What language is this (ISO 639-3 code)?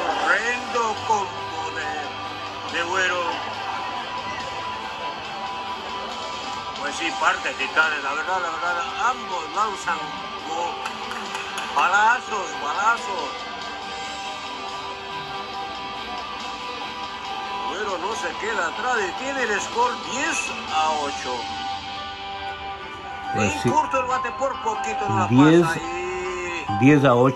spa